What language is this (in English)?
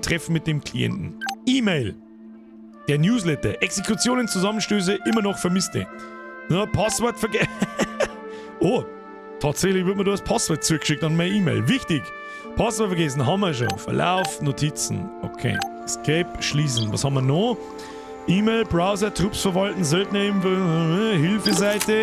Bavarian